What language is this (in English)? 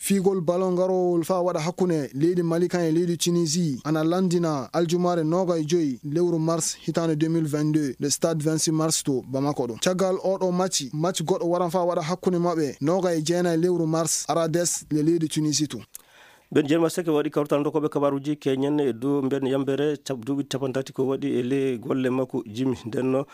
Maasina Fulfulde